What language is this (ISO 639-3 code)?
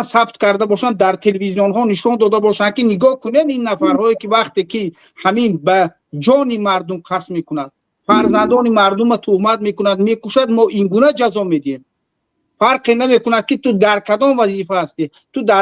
tgk